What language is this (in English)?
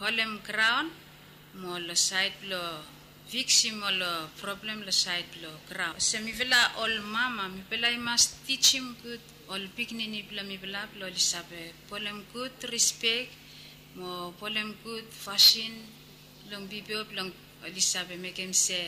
Bislama